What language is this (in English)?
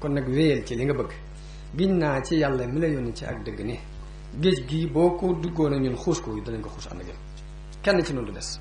Wolof